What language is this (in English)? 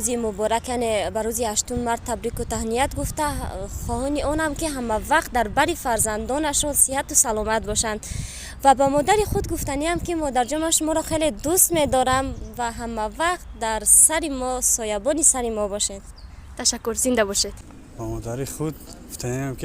Tajik